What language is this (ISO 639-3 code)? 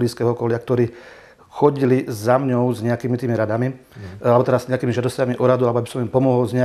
slk